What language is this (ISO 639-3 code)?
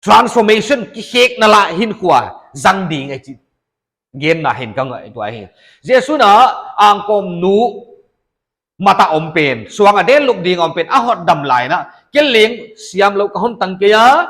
pck